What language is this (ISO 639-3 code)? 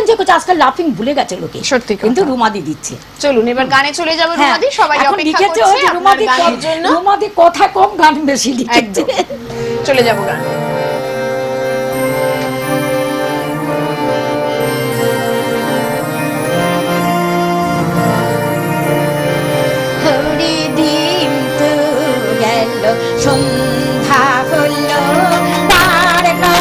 ben